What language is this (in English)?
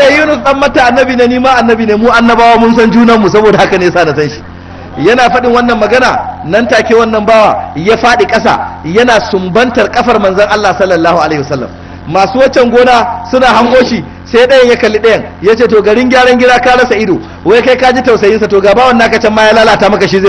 Hausa